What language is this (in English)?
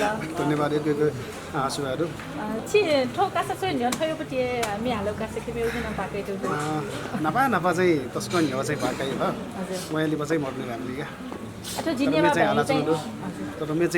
Newari